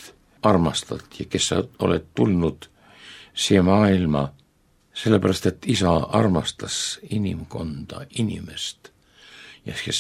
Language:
Estonian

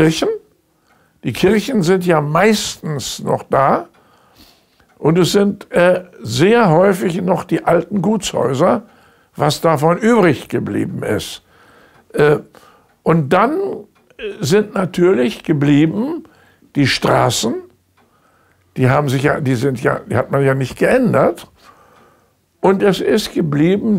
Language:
German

